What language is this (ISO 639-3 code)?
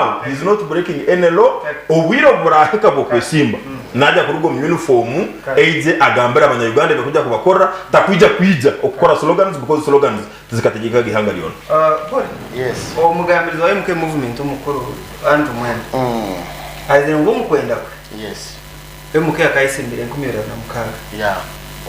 nyn